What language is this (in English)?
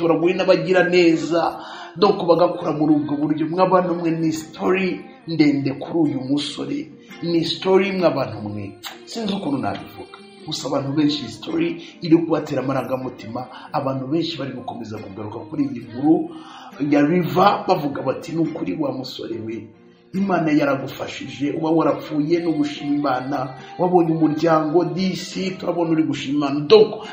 Kinyarwanda